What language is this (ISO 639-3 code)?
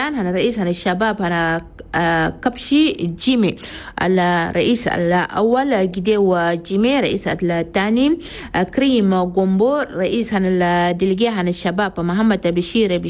shu